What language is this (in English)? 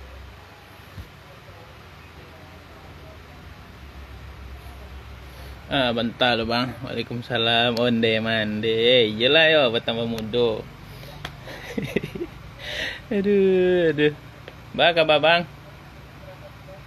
Indonesian